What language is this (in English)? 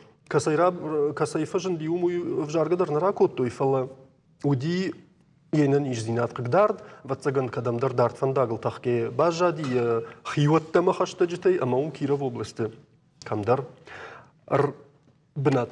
Ossetic